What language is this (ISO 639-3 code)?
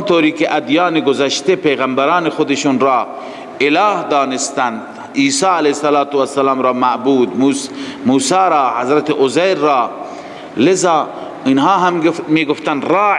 fas